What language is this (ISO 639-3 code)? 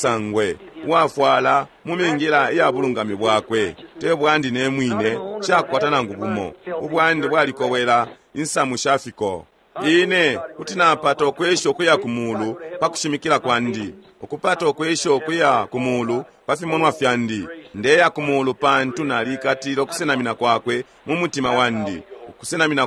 bem